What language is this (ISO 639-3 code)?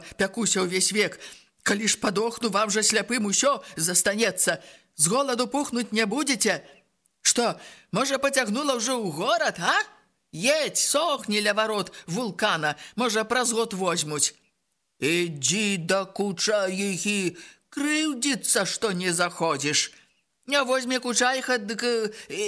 bel